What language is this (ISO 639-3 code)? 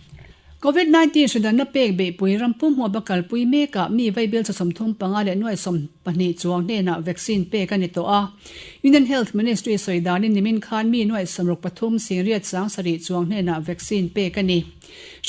lus